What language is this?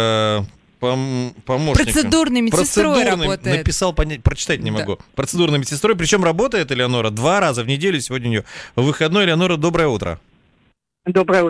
Russian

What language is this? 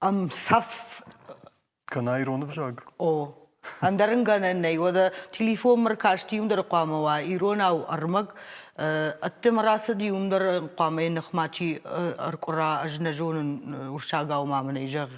Ossetic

